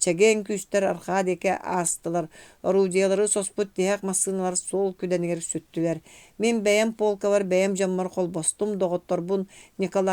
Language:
Yakut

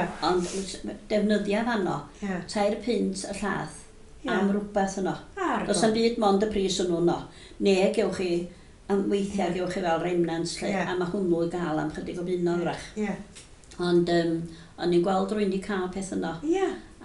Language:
Welsh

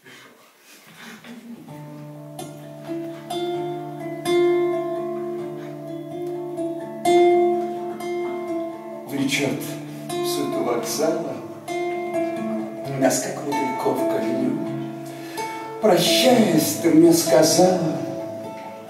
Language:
Russian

